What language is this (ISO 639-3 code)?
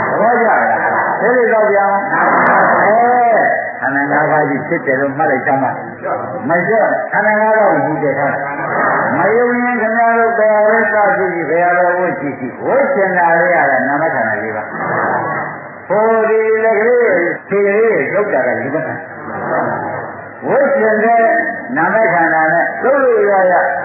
mya